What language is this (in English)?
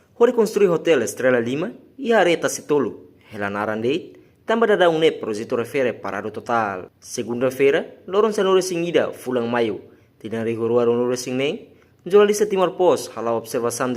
Tetum